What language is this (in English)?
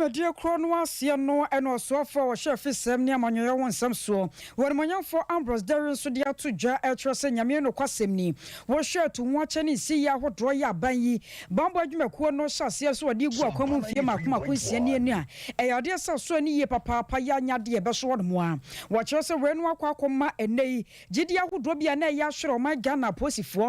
Akan